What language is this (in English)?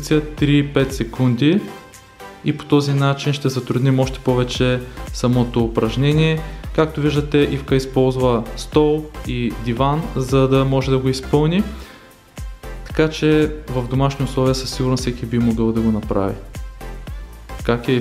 Bulgarian